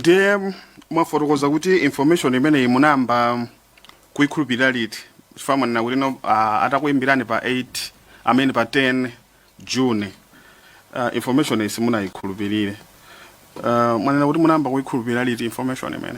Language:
Nyanja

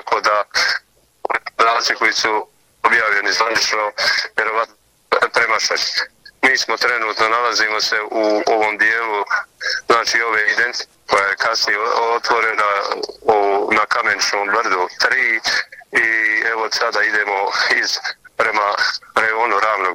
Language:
Bosnian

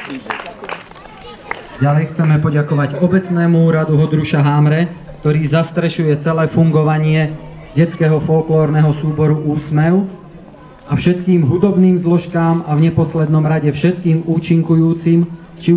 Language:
Slovak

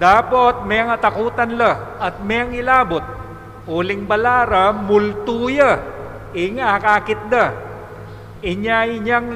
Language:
Pampanga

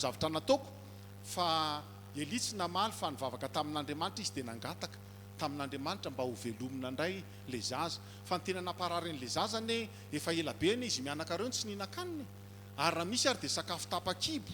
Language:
Malagasy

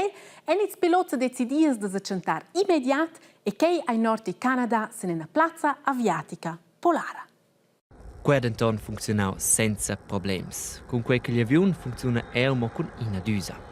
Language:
Romansh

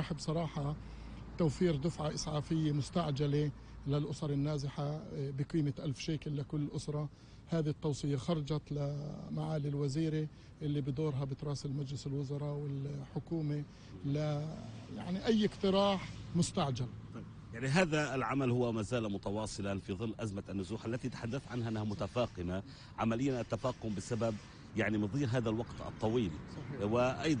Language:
North Levantine Arabic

